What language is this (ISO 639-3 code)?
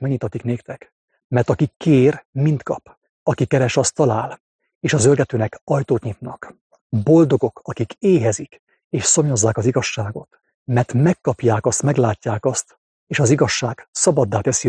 hun